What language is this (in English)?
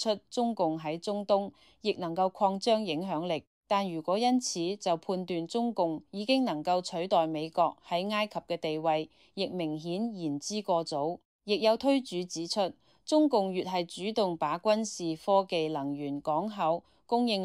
Cantonese